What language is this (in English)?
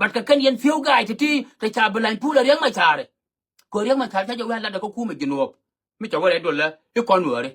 Nuer